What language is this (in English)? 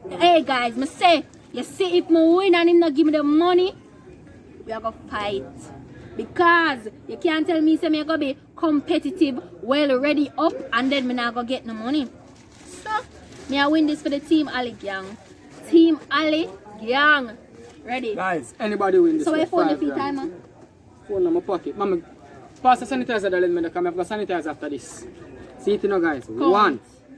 Jamaican Creole English